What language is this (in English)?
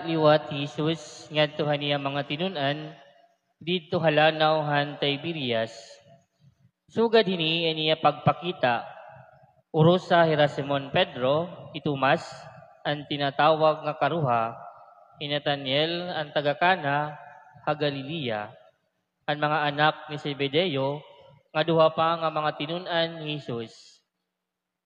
Waray